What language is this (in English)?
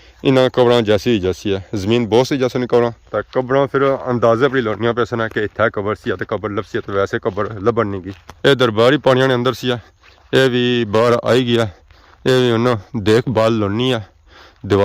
Pahari-Potwari